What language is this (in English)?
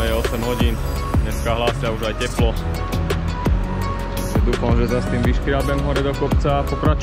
Slovak